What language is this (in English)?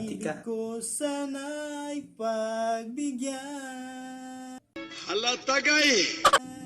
Cebuano